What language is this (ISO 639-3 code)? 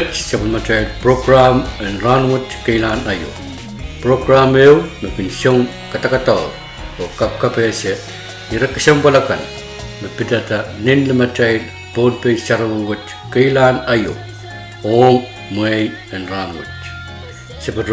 pon